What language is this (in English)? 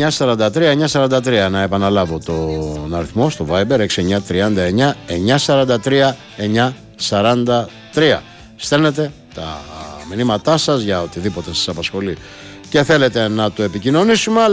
Greek